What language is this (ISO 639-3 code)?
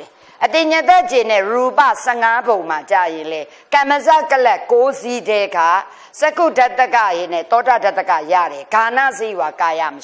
mya